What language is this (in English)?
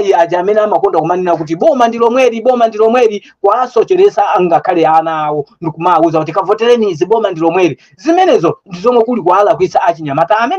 Nyanja